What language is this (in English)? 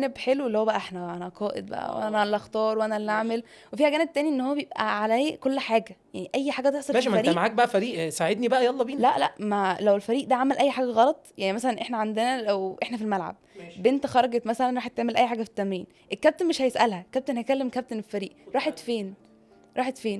Egyptian Arabic